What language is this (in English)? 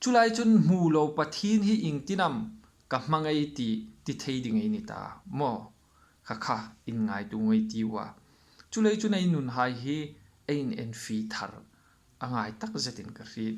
Hmar